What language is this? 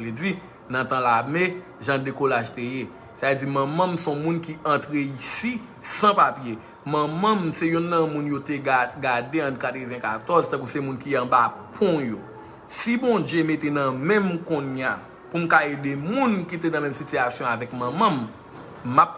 Haitian Creole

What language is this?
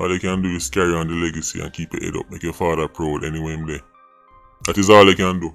Jamaican Creole English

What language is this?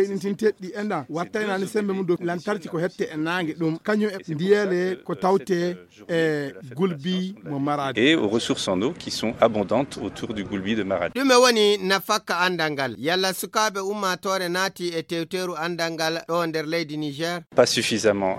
Fula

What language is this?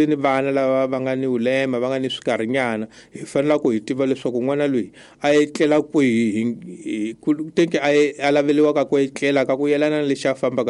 Tsonga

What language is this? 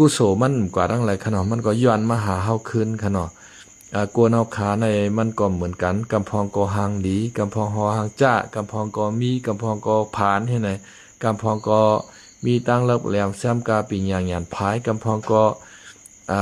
Shan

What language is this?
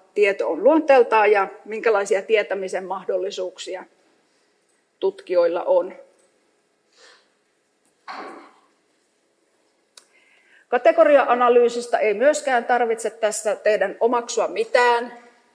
Finnish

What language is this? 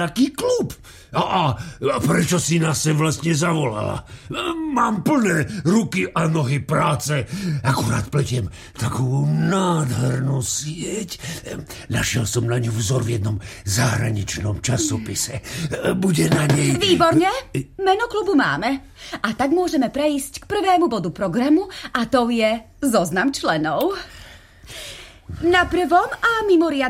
Slovak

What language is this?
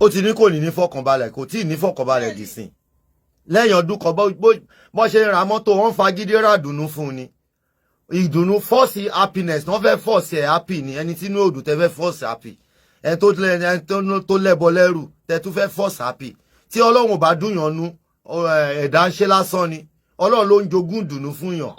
Yoruba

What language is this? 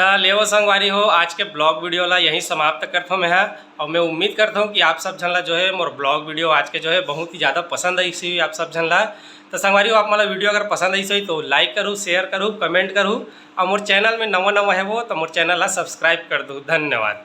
Chhattisgarhi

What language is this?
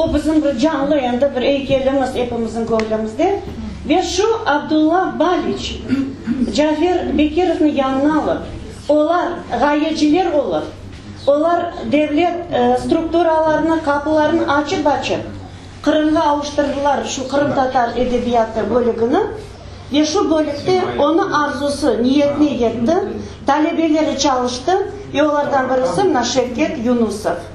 Crimean Tatar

